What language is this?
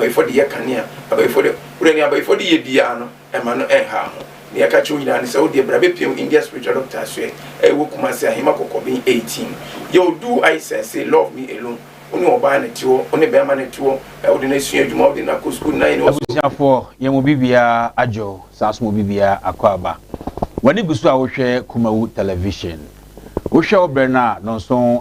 Akan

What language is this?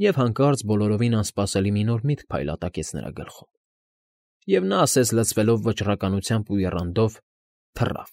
Armenian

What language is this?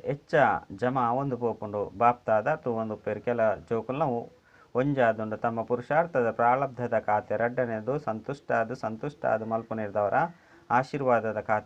Tulu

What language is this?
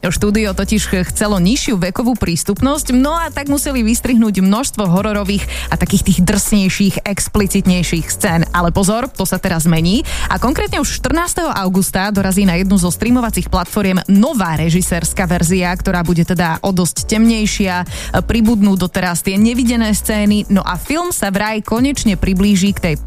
Slovak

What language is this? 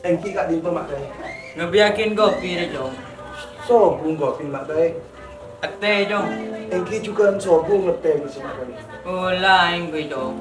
Madurese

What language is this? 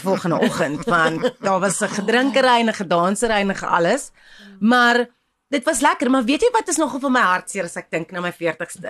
Afrikaans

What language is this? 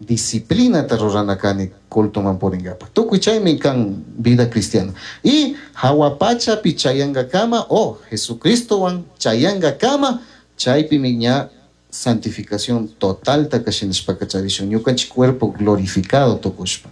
Chimborazo Highland Quichua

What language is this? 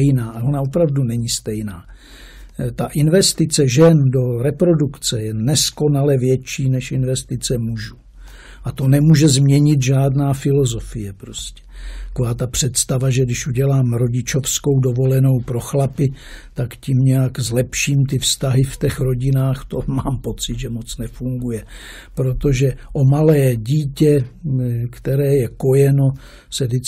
Czech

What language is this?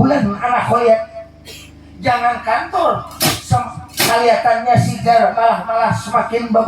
Banjar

